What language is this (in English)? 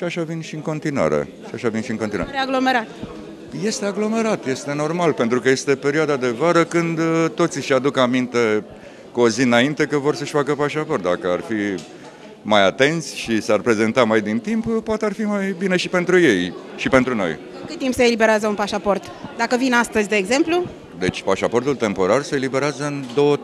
Romanian